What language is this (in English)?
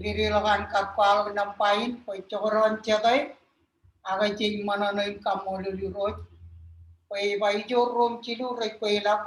Marshallese